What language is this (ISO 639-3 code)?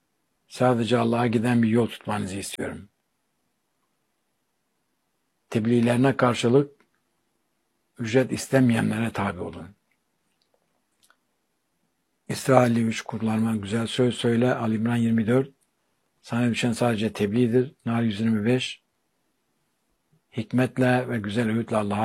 tur